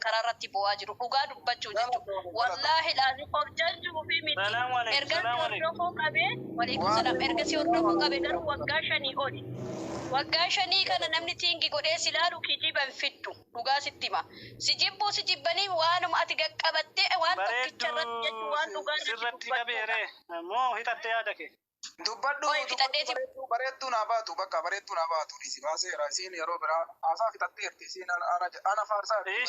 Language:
Oromo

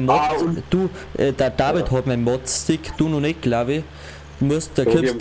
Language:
Bavarian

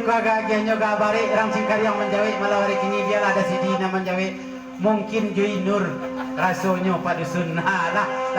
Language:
Minangkabau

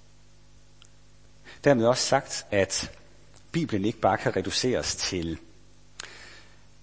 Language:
Danish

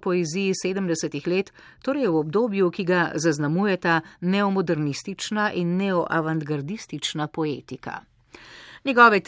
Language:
Slovenian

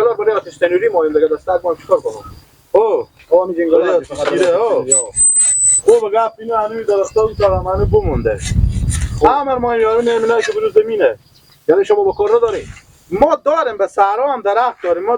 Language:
Persian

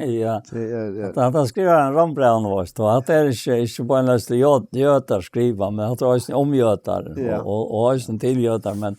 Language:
Faroese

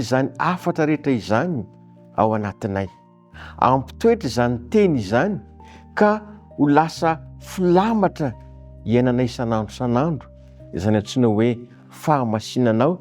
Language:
Malagasy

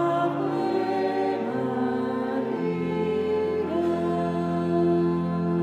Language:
Portuguese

